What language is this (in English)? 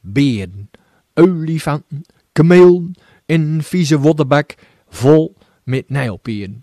Gronings